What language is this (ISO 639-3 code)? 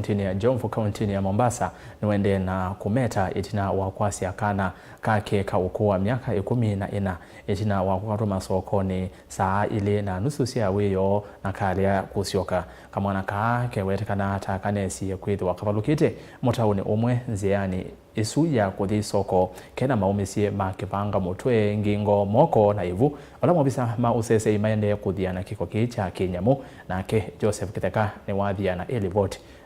kam